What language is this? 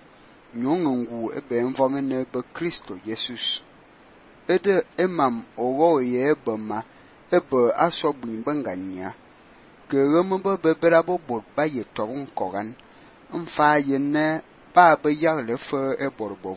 Fang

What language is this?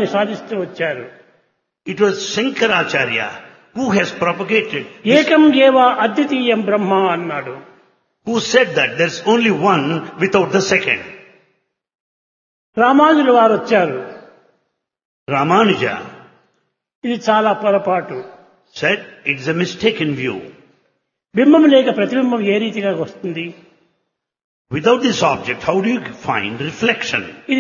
Telugu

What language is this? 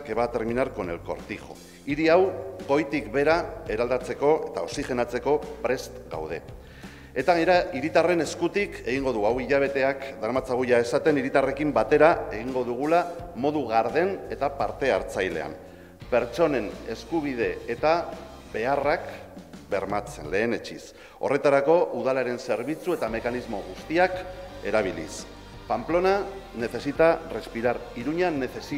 Basque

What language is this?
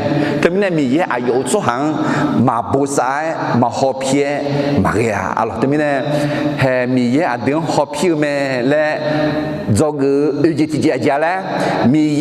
Akha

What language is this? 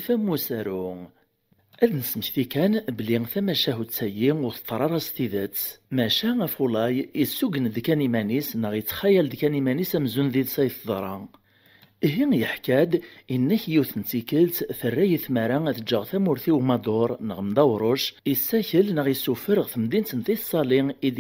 Kabyle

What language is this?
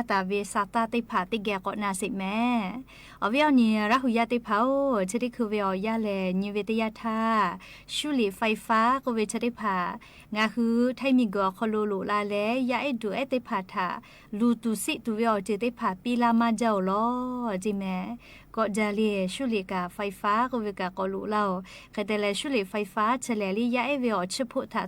Lahu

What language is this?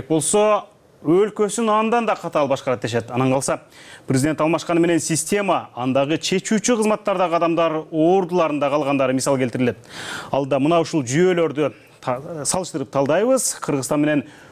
Kyrgyz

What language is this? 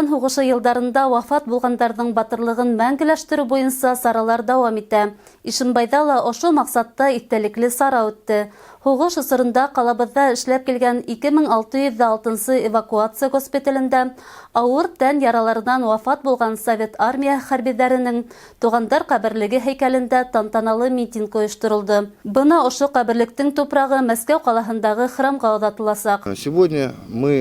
Bashkir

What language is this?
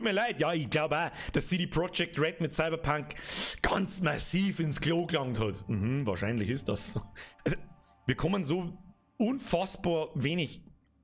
Bavarian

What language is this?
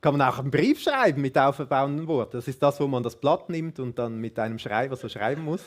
Swiss German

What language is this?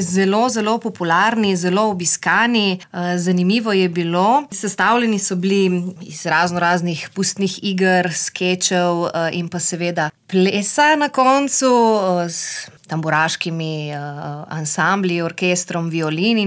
Slovenian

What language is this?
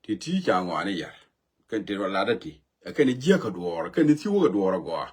Nuer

